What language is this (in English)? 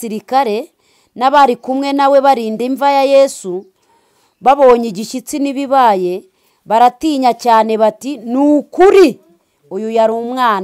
Kinyarwanda